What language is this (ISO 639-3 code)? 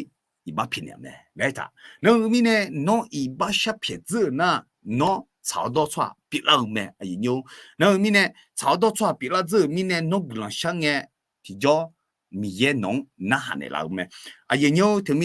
ahk